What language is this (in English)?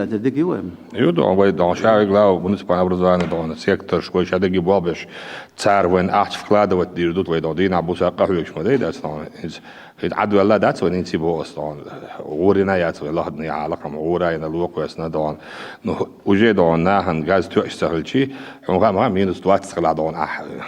Chechen